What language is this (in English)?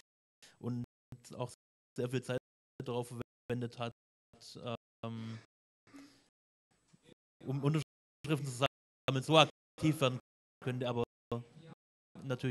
German